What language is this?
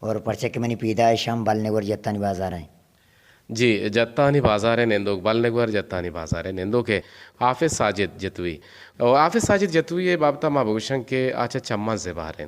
Eastern Balochi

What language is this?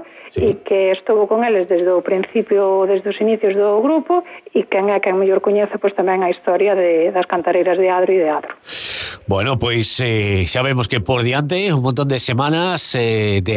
Galician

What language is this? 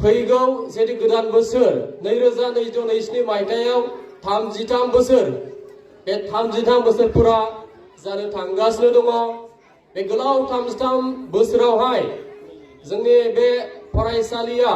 Bodo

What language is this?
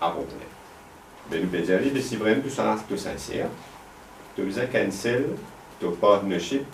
Morisyen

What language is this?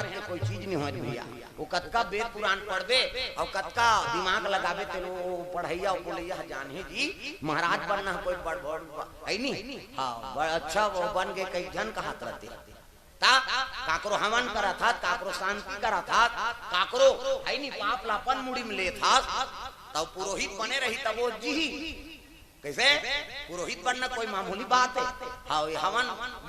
Chhattisgarhi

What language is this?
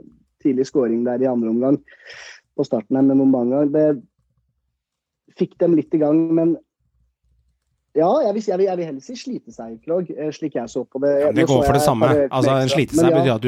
Norwegian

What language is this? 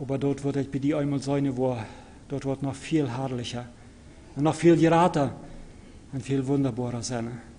Plautdietsch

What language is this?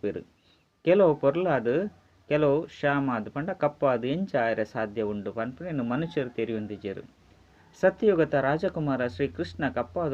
Tulu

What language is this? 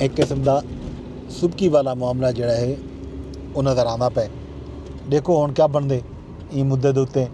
Saraiki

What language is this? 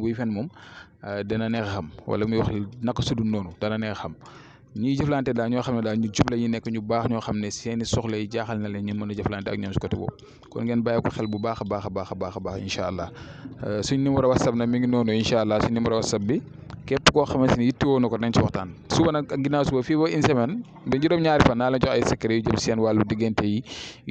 Wolof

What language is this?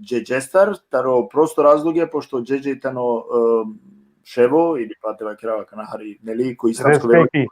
Balkan Romani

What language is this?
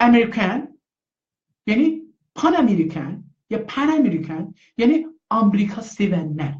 South Azerbaijani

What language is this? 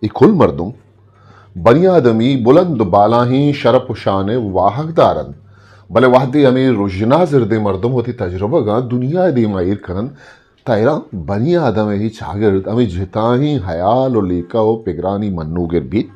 Eastern Balochi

